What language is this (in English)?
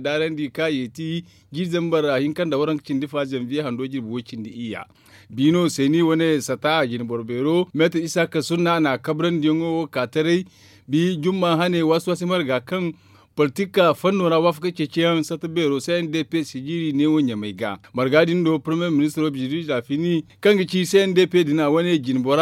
Zarma